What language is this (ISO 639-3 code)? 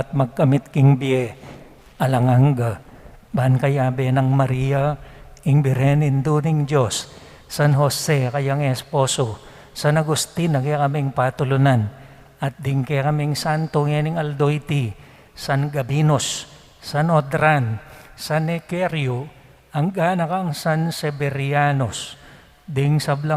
pam